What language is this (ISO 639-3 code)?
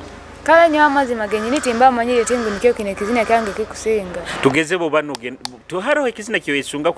nyo